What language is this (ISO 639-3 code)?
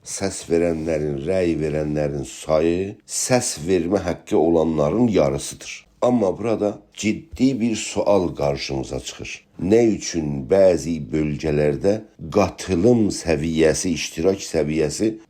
azb